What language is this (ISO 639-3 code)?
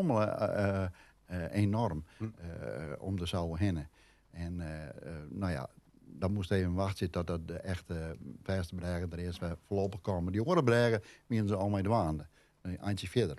fry